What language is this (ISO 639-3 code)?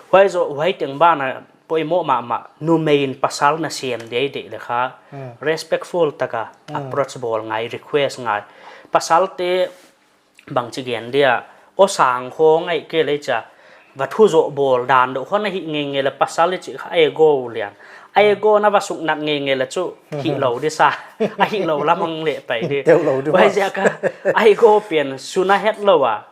pck